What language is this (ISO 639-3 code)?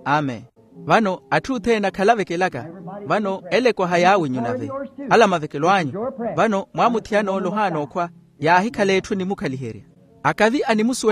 vmw